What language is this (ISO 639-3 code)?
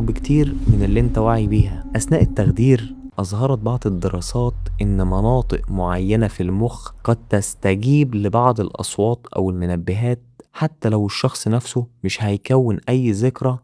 arz